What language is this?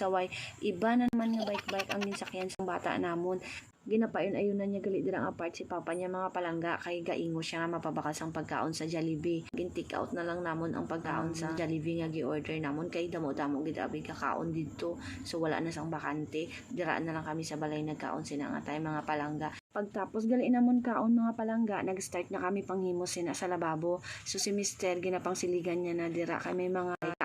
Hiligaynon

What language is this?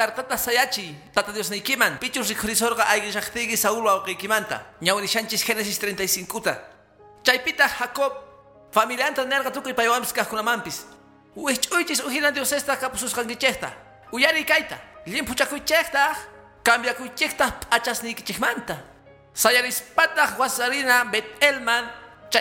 Quechua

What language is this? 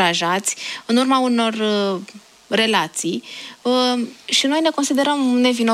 Romanian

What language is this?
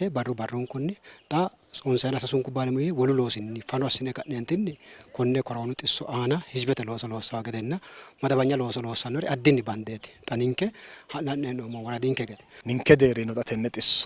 Sidamo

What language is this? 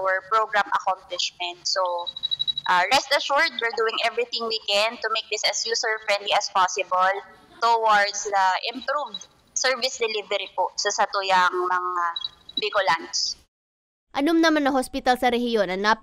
Bikol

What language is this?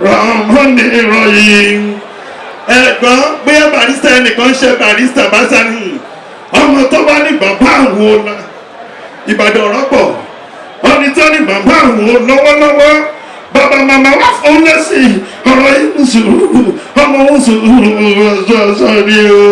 Yoruba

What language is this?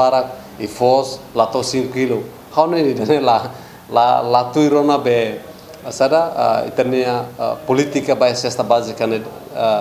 Tetum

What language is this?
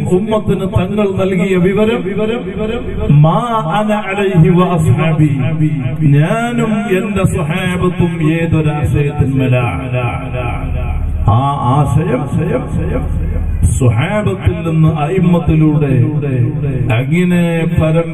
Malayalam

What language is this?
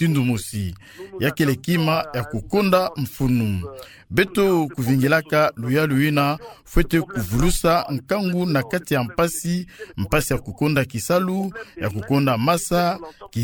Kituba (Democratic Republic of Congo)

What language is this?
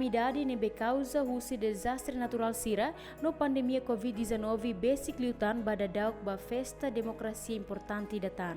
Tetum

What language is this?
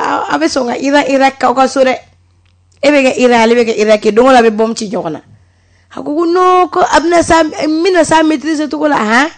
Bambara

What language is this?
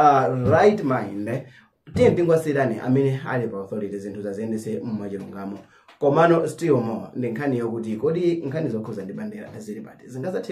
Nyanja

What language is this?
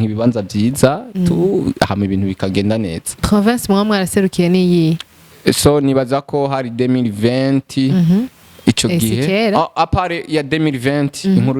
Rundi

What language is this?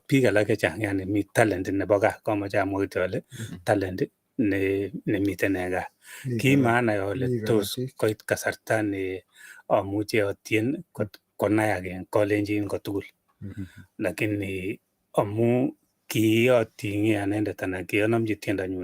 Kalenjin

